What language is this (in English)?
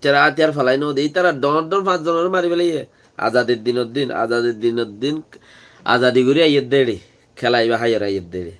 Rohingya